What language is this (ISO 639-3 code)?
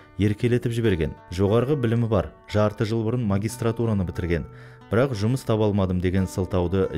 kaz